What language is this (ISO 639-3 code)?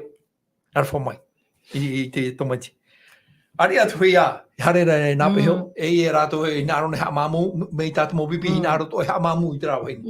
tah